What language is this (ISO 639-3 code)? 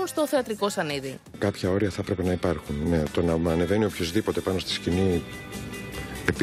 ell